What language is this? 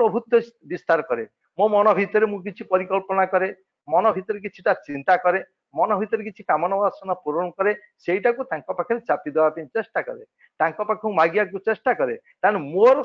Odia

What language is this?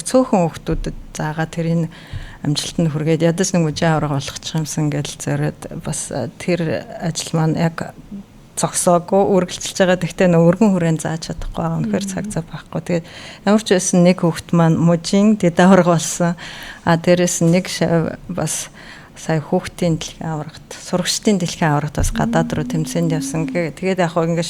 Mongolian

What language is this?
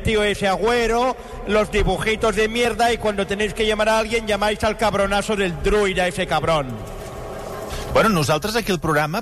Catalan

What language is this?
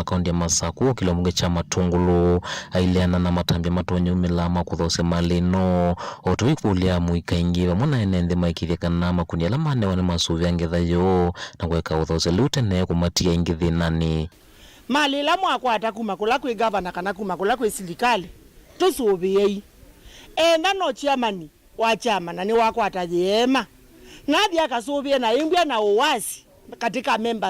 Kamba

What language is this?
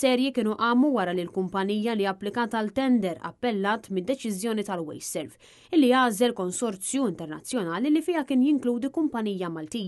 Maltese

